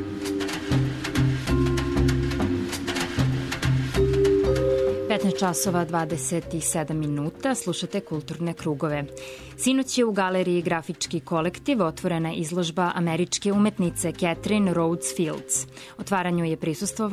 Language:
Serbian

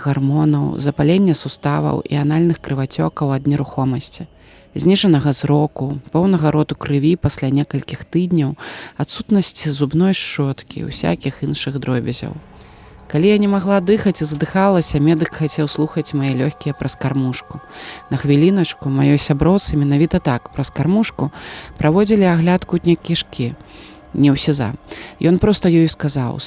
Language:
Belarusian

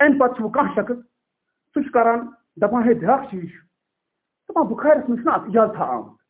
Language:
Kashmiri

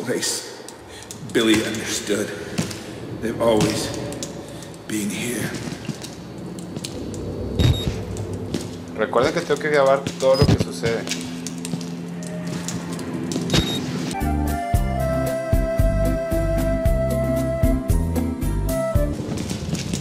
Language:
Spanish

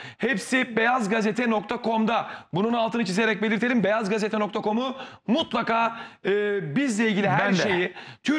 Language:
Turkish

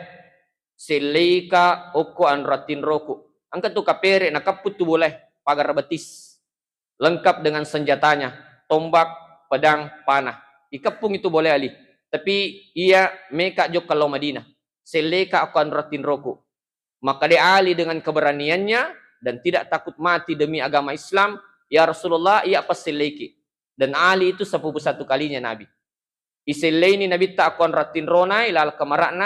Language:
Buginese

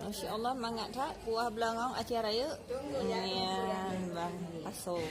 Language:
Achinese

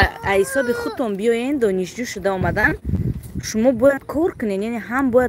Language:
Tajik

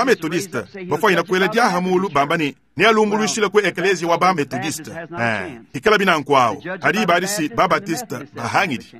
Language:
Luba-Lulua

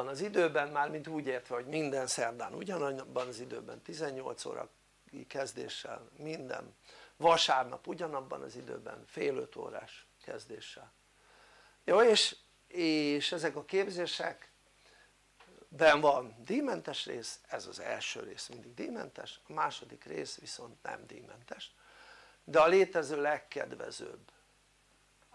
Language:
Hungarian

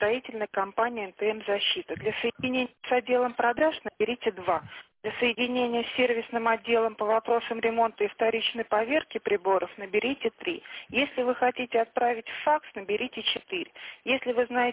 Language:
Russian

